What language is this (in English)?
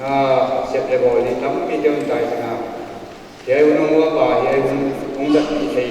Paite Chin